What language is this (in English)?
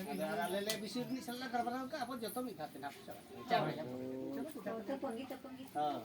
Santali